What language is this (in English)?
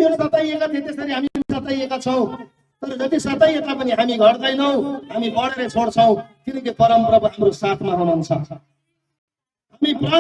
Nepali